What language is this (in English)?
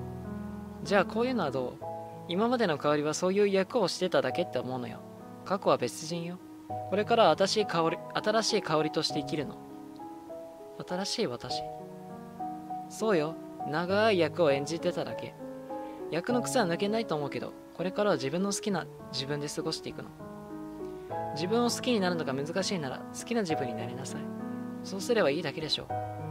Japanese